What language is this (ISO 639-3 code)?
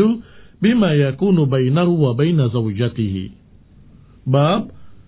ind